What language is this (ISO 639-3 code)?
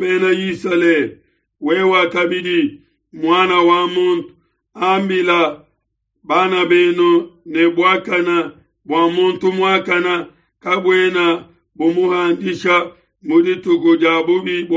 lua